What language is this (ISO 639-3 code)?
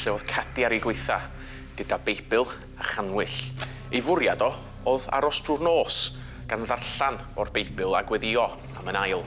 cym